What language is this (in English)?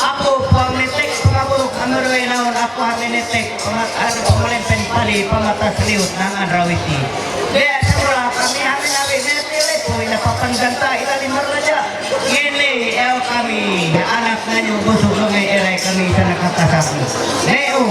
Ma'anyan